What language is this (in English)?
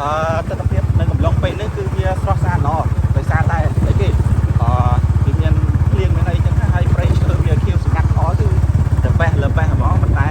Khmer